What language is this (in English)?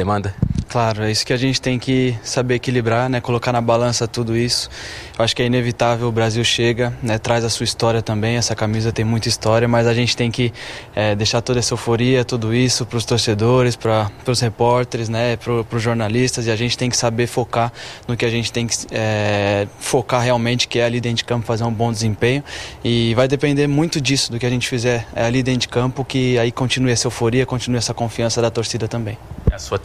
Portuguese